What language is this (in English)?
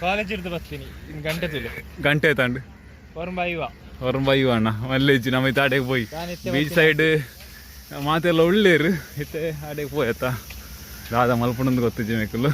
Tulu